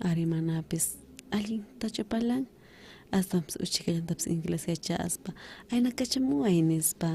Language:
South Bolivian Quechua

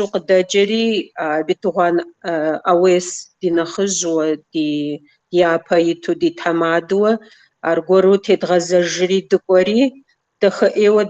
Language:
Kabardian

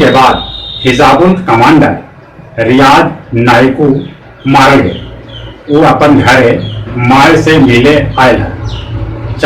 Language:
Magahi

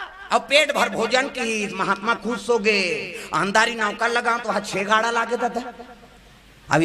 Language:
Chhattisgarhi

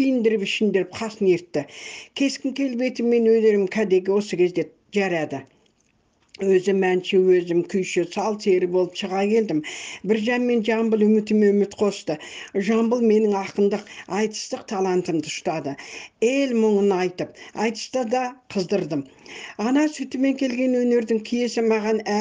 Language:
Kazakh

